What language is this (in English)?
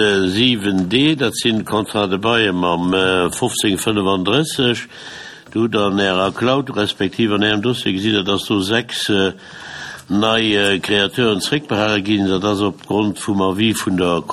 Luxembourgish